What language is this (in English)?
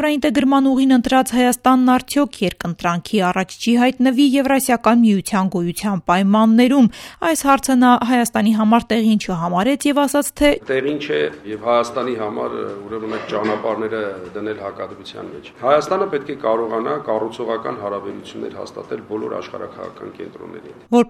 Armenian